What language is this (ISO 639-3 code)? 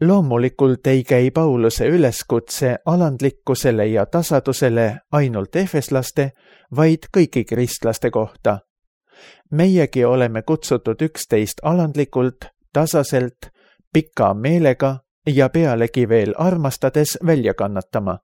est